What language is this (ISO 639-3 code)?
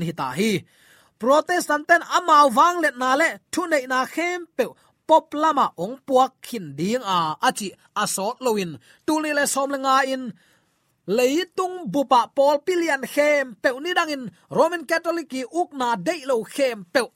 ctd